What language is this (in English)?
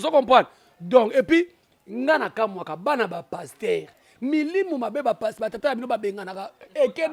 Lingala